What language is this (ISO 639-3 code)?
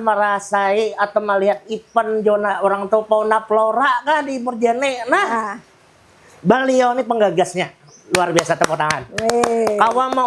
bjn